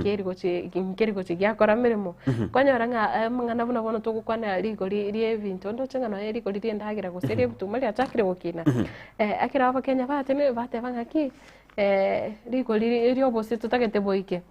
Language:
Gusii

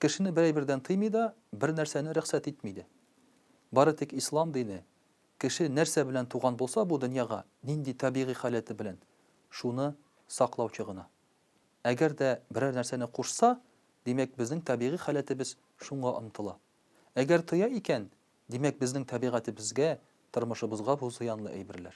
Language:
Tatar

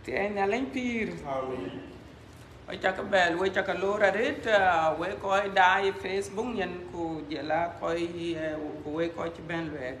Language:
Dinka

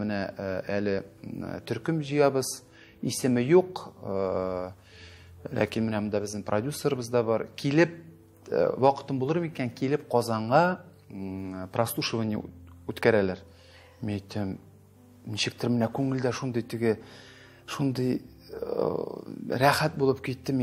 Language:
Tatar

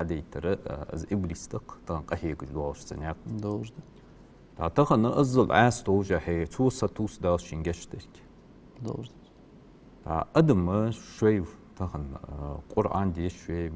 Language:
Ingush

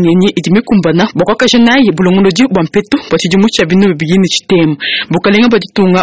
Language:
Luba-Lulua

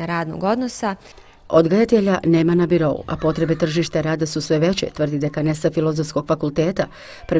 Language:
Bosnian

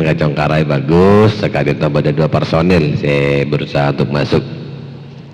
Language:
Madurese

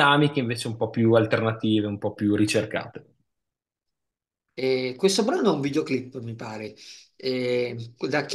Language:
Italian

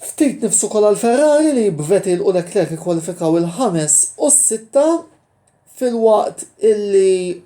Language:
Maltese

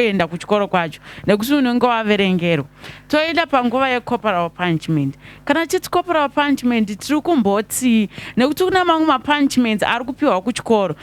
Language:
Shona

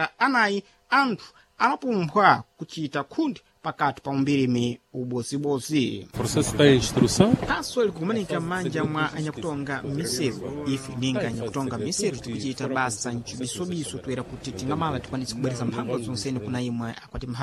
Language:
Sena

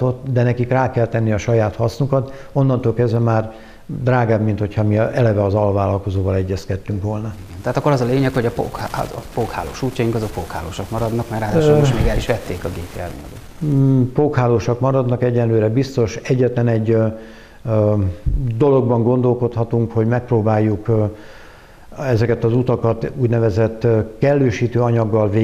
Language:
Hungarian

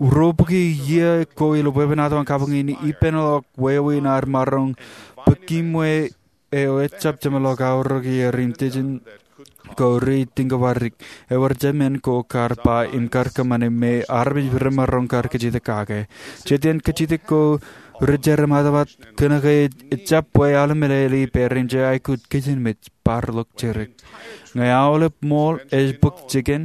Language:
Marshallese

